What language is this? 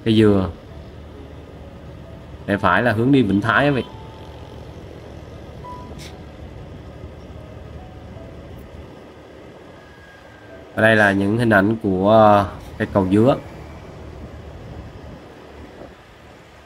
Vietnamese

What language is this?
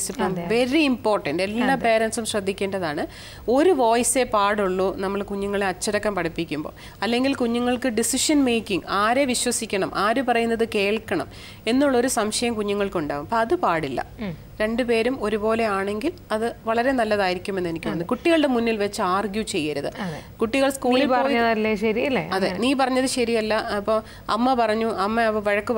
Malayalam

